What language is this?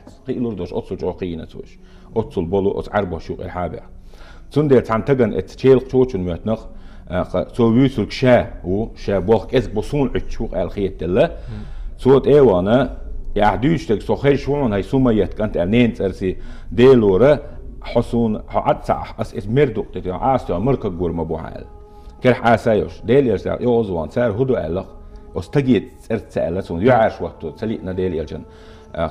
Chechen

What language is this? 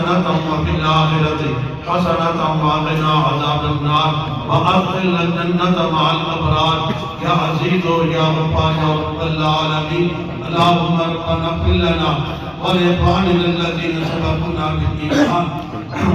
Pahari-Potwari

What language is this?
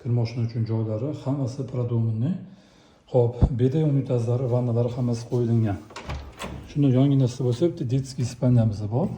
Uzbek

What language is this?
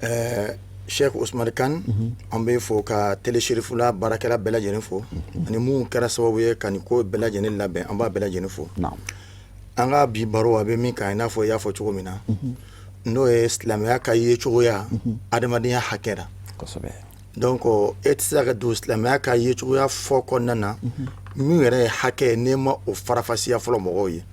Bambara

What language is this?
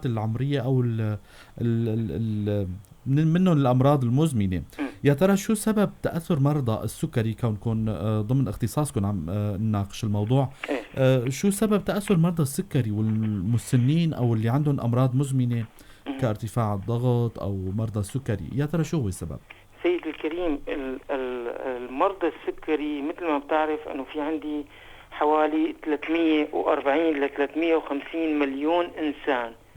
North Levantine Arabic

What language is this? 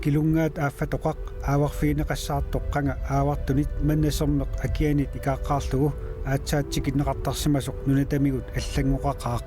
Kalaallisut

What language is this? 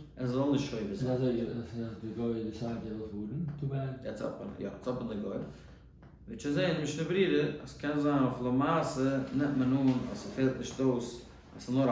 Yiddish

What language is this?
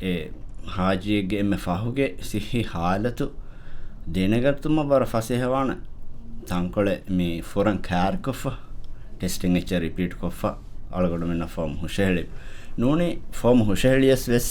Divehi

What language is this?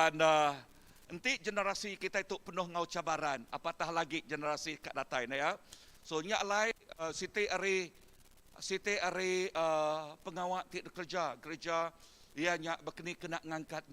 Iban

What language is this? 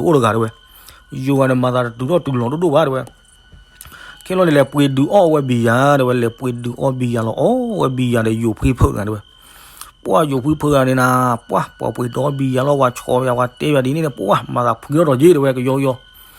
S'gaw Karen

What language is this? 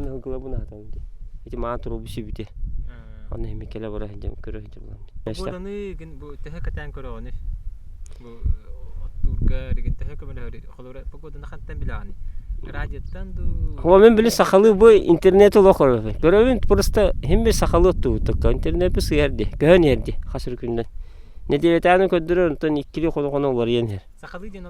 Yakut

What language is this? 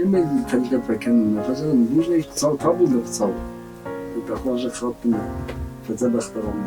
Ossetic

